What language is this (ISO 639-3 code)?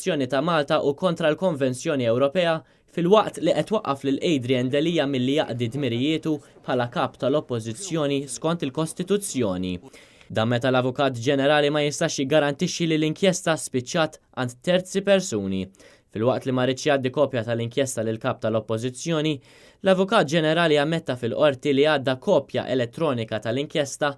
mlt